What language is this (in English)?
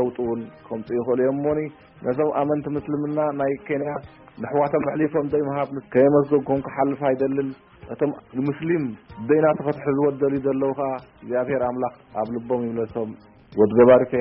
Tigrinya